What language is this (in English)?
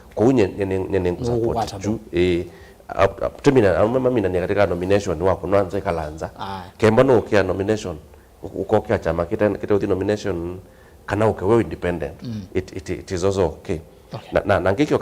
Kamba